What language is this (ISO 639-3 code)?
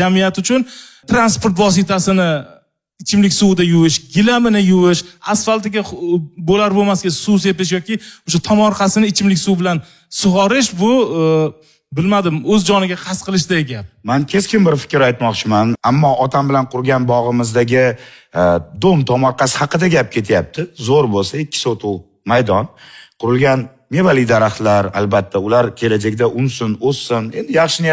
uzb